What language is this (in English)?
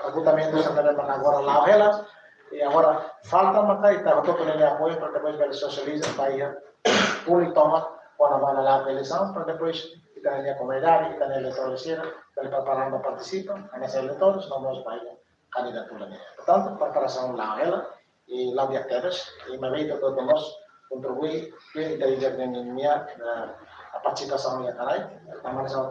Tetum